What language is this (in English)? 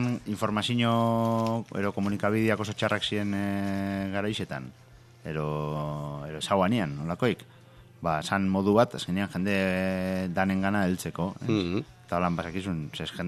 Basque